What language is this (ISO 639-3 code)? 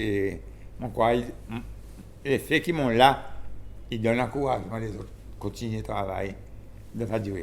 crs